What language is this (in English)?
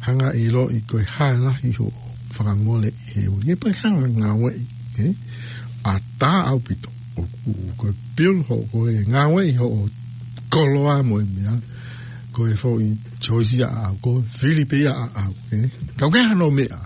Tongan